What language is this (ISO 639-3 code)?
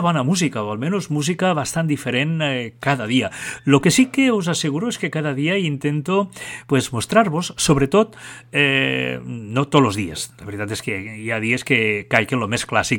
cat